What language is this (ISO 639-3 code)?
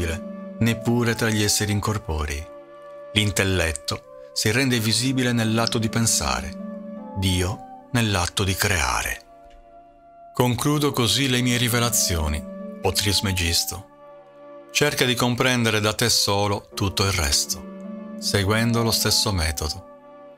ita